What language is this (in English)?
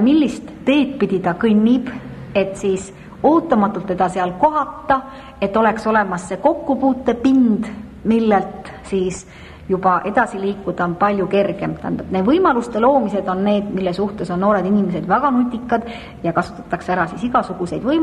Estonian